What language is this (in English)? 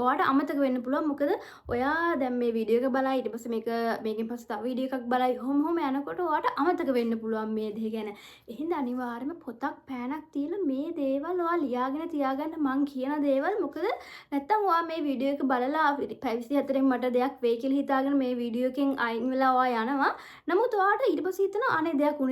Sinhala